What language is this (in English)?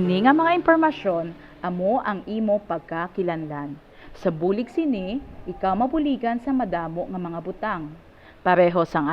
Hiligaynon